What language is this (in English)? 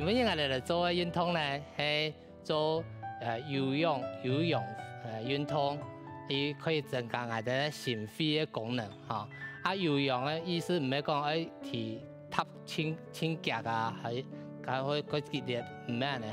Hakka Chinese